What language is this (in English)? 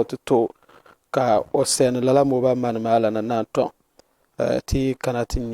Dagbani